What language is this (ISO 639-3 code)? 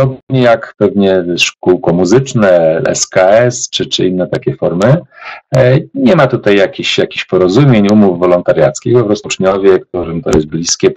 pol